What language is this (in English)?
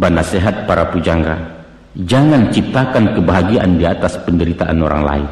Minangkabau